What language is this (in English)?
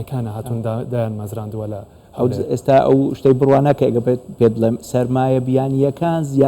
Central Kurdish